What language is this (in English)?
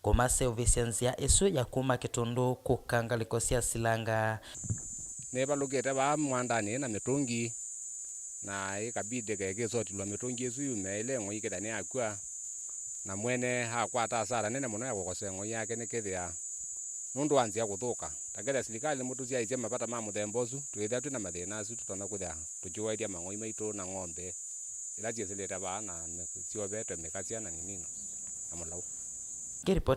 Kamba